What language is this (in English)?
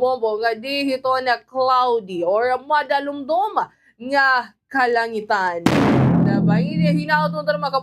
Waray